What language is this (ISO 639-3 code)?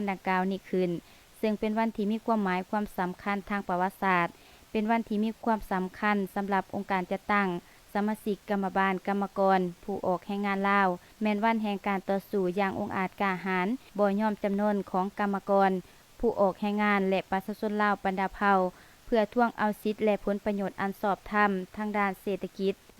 lao